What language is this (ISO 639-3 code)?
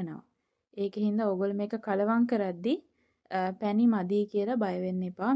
sin